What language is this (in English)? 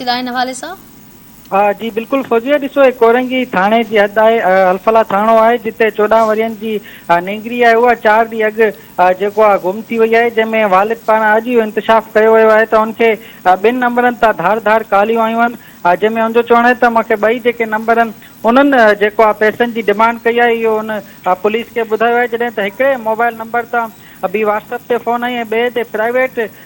Sindhi